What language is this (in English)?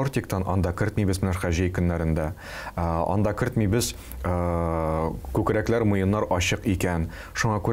Tatar